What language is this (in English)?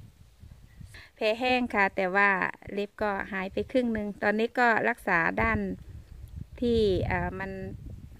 Thai